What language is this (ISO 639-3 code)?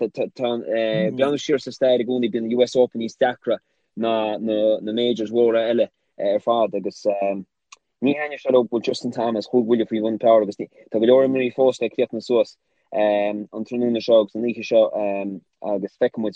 gle